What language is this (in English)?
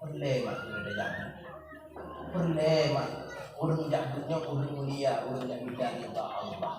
Achinese